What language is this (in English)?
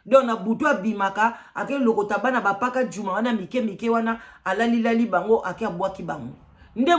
Lingala